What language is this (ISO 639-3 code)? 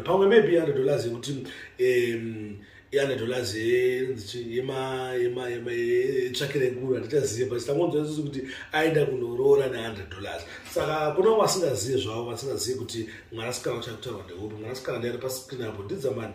sna